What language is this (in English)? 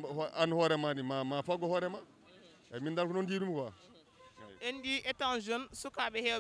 Fula